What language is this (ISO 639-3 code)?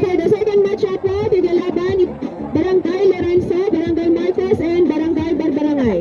ilo